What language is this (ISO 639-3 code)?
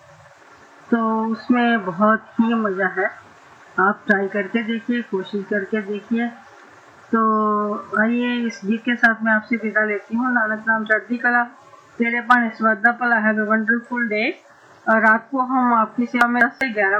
hin